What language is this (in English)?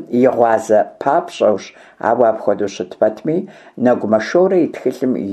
Kabardian